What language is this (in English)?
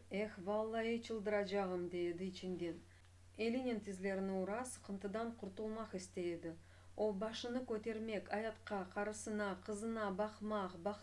Crimean Tatar